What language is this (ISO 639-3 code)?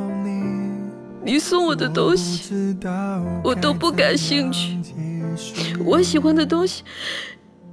zho